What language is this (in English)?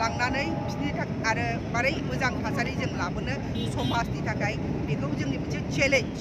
Bodo